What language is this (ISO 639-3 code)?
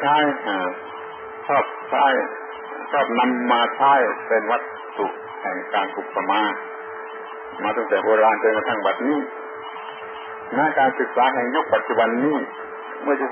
tha